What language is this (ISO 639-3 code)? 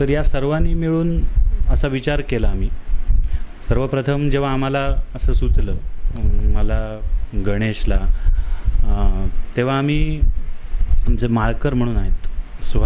mar